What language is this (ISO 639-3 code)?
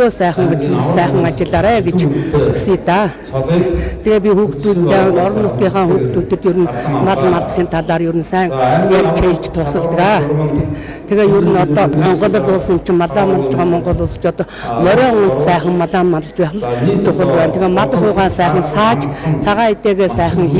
mon